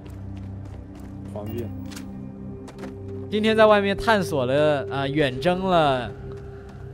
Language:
Chinese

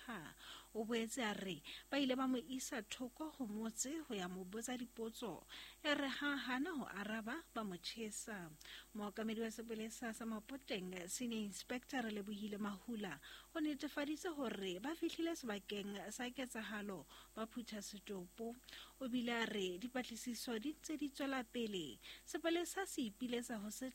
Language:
Southern Sotho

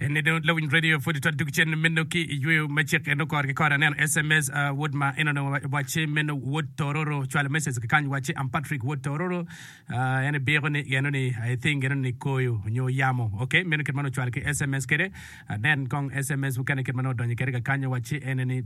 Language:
Acoli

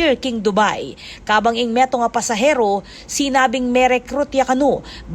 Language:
Pampanga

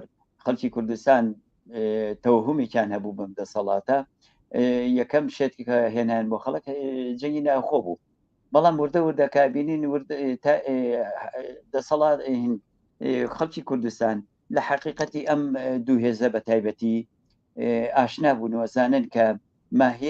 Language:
Central Kurdish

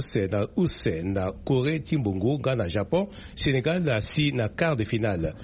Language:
Sango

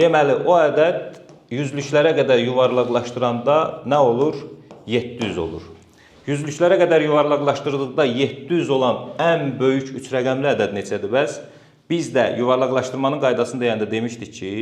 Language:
Azerbaijani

